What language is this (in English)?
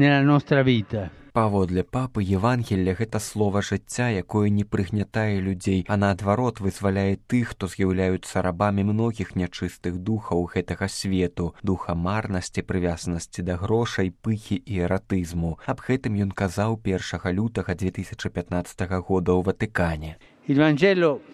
Belarusian